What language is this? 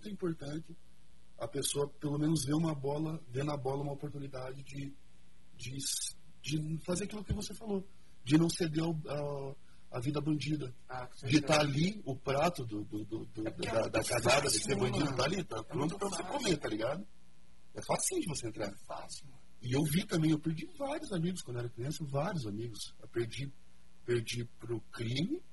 Portuguese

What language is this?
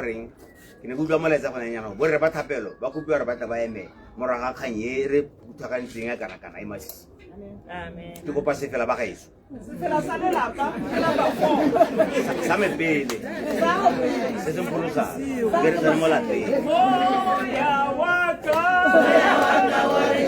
Tswana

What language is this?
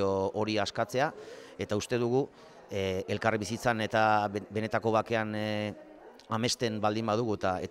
Basque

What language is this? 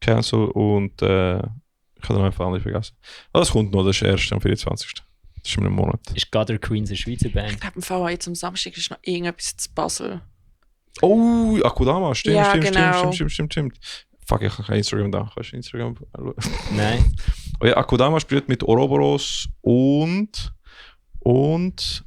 Swiss German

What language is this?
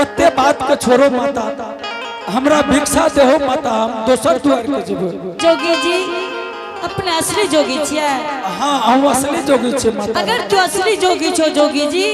Angika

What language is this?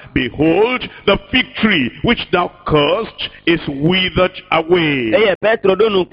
Ewe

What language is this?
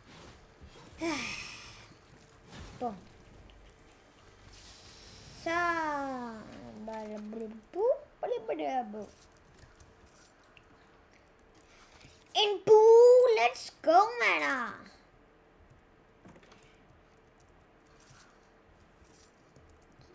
Danish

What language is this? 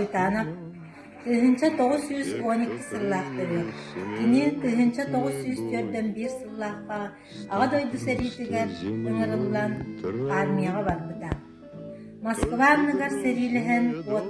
Yakut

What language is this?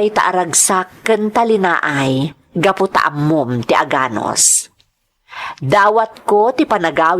Iloko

